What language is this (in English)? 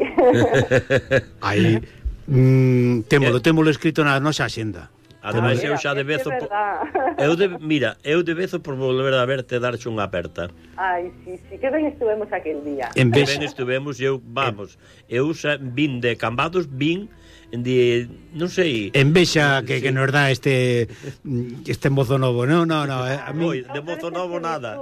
Galician